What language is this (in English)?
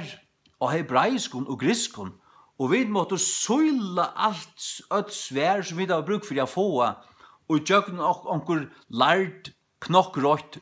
Faroese